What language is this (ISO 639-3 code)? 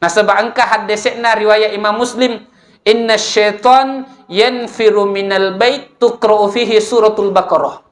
bug